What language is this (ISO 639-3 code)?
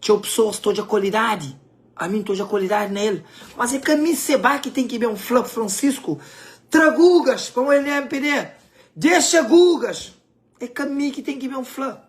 kea